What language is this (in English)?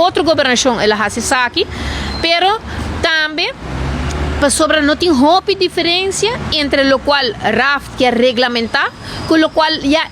Papiamento